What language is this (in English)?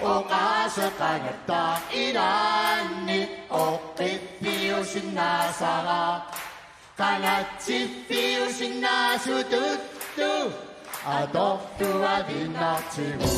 Kalaallisut